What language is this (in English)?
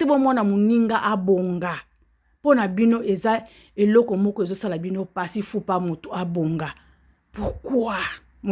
Lingala